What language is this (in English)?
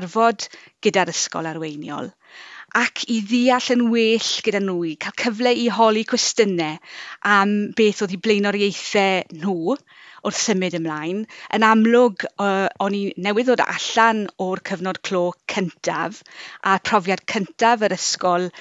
Welsh